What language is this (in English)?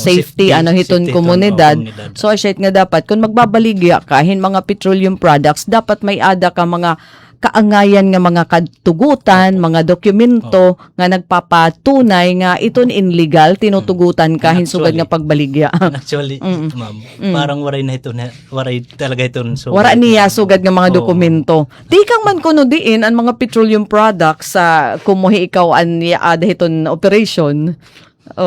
Waray